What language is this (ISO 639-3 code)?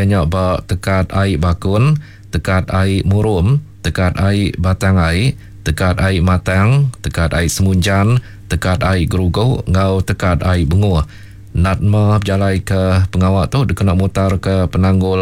iba